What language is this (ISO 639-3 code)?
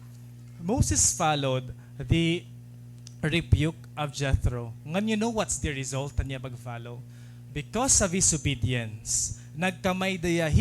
war